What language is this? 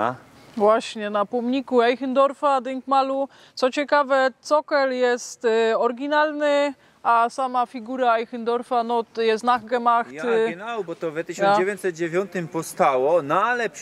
Silesian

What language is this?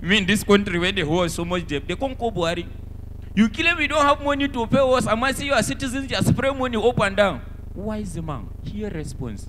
Nigerian Pidgin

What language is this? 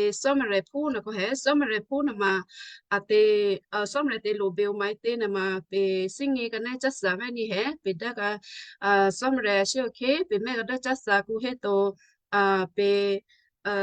Western Kayah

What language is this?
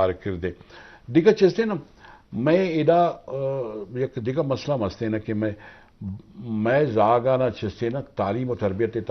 Eastern Balochi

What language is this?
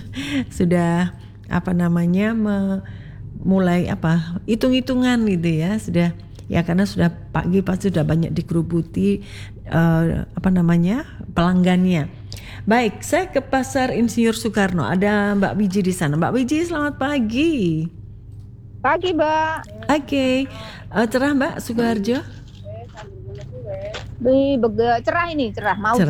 Indonesian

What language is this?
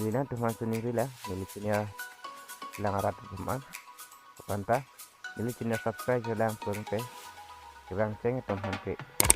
Karbi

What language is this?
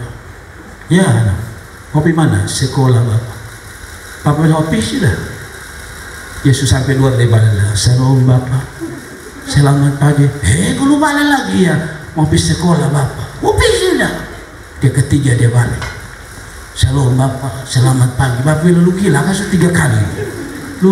Indonesian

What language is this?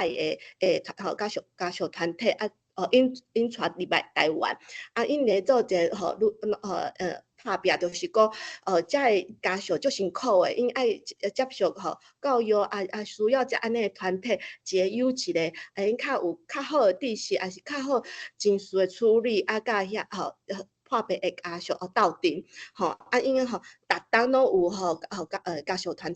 Min Nan Chinese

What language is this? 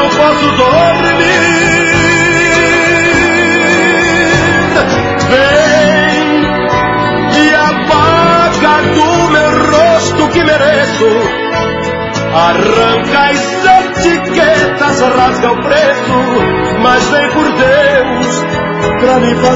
Portuguese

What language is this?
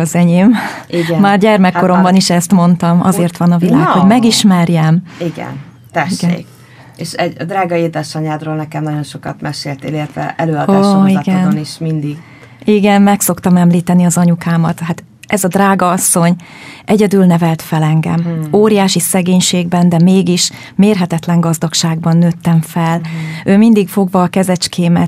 Hungarian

